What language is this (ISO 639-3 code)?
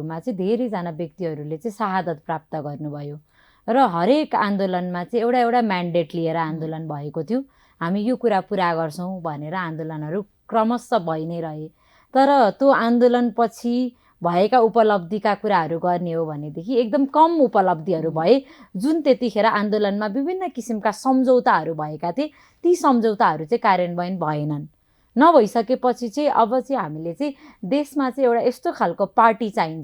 nep